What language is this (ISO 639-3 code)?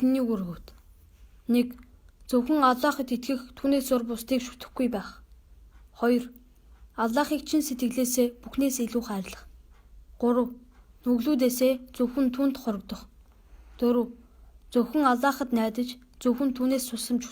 mon